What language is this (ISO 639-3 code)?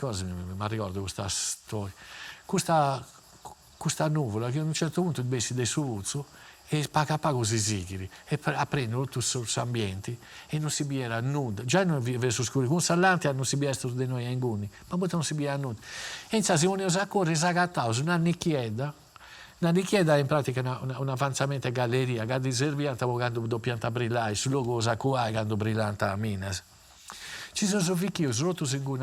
srd